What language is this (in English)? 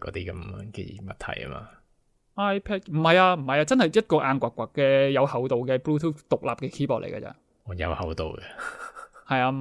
Cantonese